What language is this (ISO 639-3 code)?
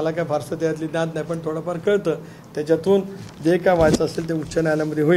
mar